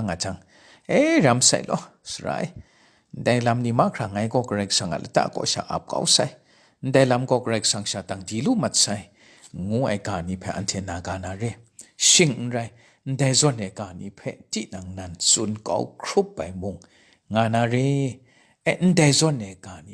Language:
Kachin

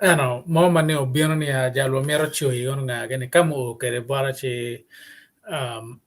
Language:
Acoli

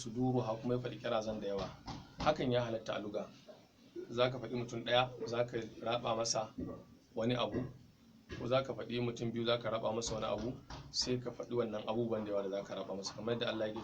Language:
Hausa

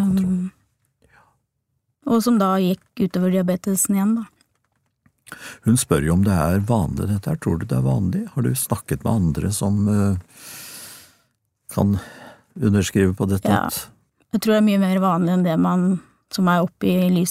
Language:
Norwegian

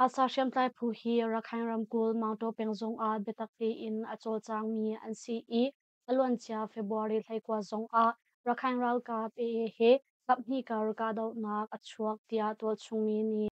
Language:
Hakha Chin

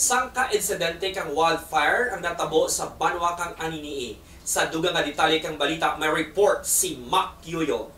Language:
Kinaray-a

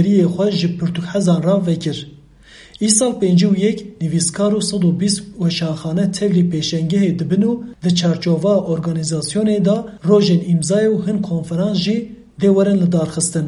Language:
Kurdish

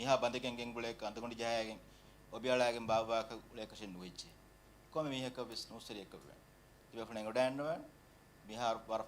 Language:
Divehi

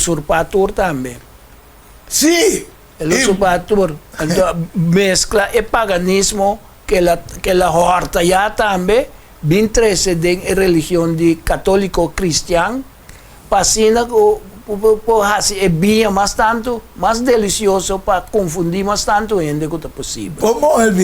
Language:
Papiamento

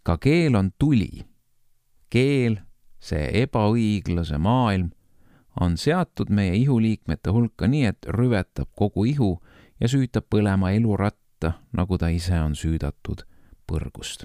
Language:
Estonian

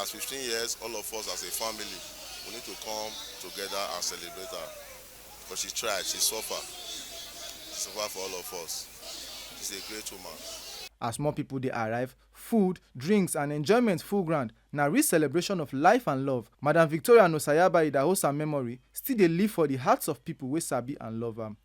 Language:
Nigerian Pidgin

